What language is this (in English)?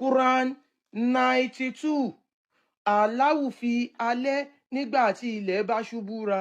Yoruba